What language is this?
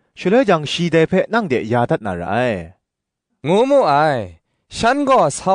Kachin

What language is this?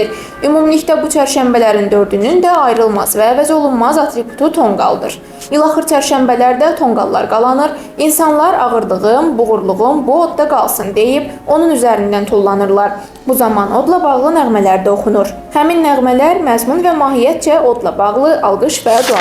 Azerbaijani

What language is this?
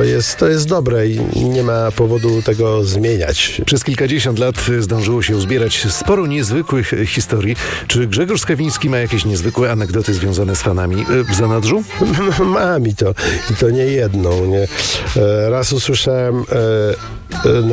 Polish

